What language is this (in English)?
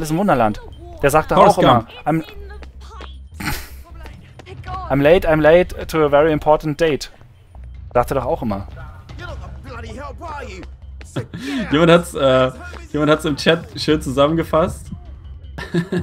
German